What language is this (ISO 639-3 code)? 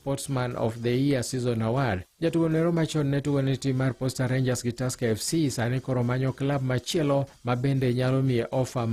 luo